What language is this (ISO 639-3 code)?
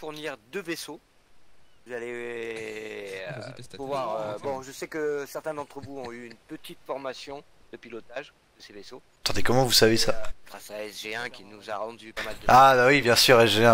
fra